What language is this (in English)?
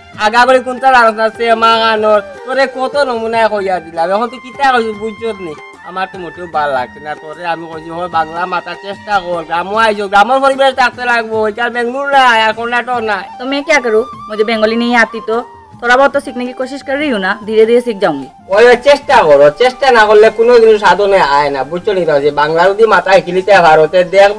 Sylheti